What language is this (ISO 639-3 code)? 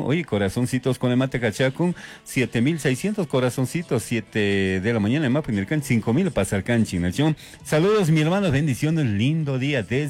qug